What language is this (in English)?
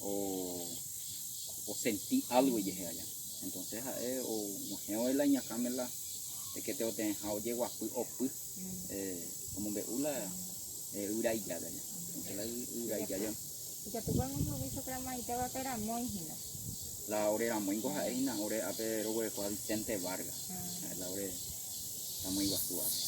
Guarani